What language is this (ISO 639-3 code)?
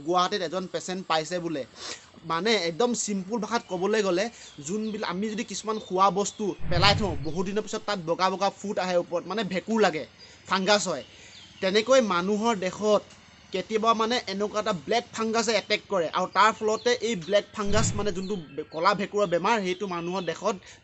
asm